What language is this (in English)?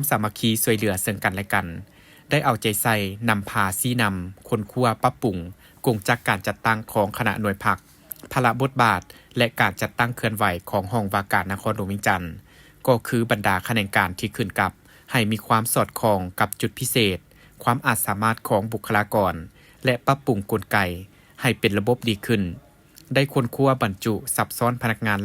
Lao